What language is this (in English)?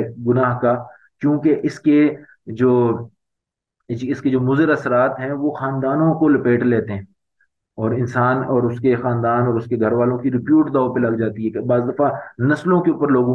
Urdu